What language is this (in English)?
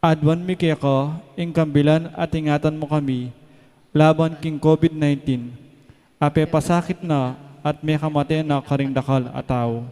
Pampanga